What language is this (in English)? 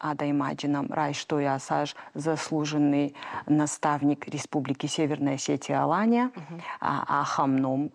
Ossetic